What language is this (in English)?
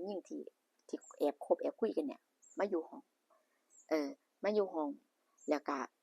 Northeastern Thai